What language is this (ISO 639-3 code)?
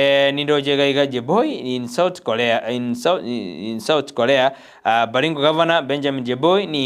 guz